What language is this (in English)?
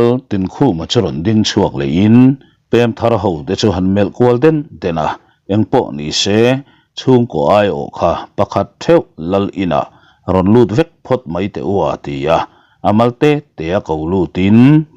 Mizo